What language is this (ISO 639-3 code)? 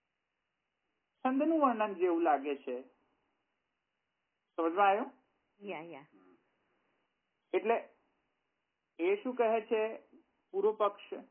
guj